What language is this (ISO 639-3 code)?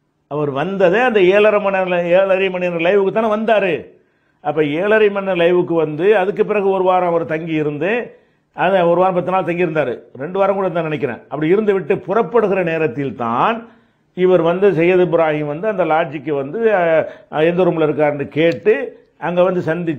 tam